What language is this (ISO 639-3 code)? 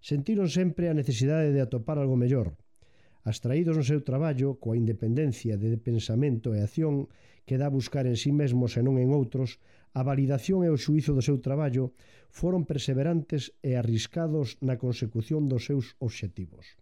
glg